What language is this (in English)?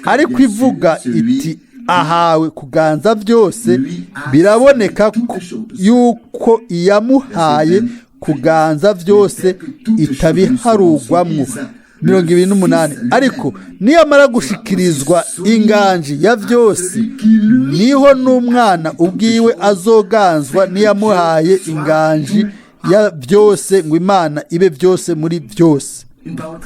Rundi